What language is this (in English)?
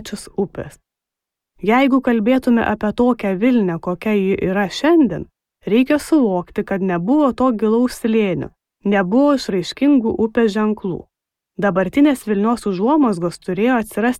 Lithuanian